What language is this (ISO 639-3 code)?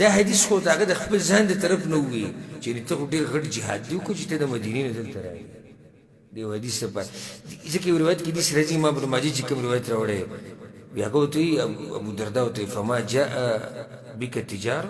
pus